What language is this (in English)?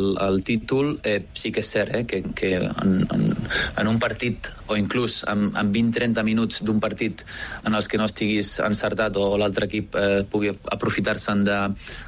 Catalan